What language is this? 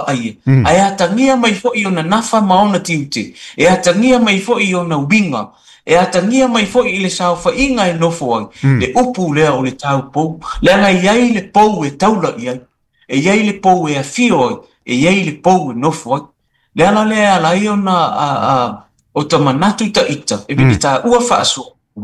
Samoan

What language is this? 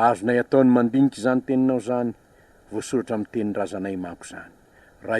Malagasy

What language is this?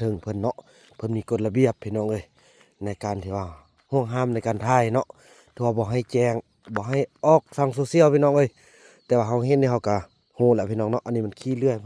Lao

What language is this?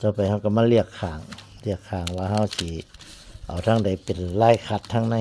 Northeastern Thai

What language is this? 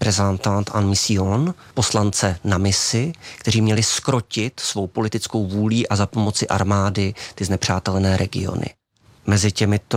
Czech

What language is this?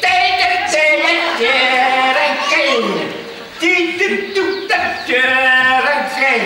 Yakut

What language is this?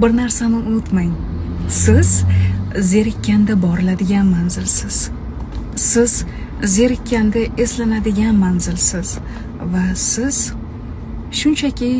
Uzbek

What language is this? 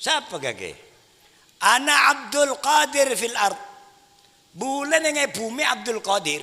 Madurese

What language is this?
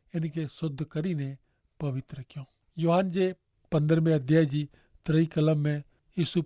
Kachhi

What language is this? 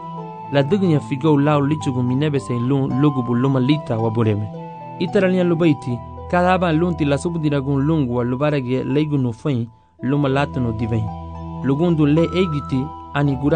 Garifuna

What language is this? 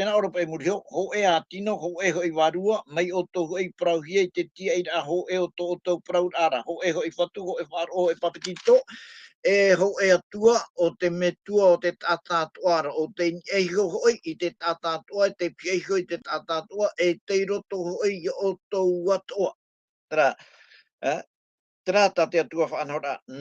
Tahitian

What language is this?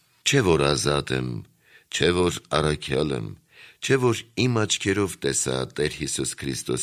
Armenian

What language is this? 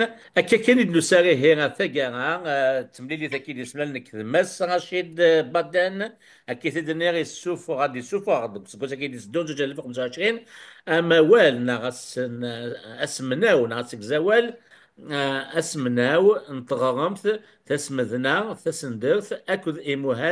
Kabyle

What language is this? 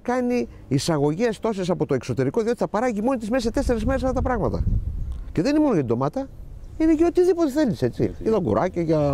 Greek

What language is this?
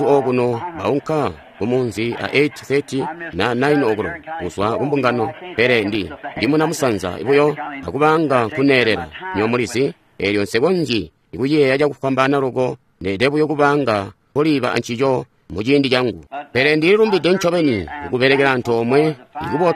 Tonga (Zambia)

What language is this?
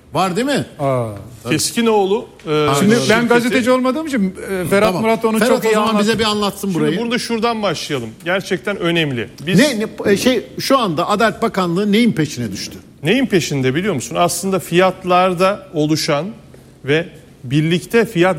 Turkish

